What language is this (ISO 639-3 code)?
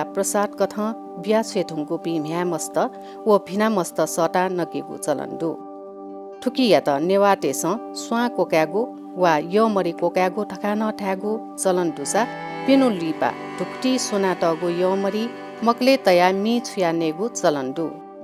new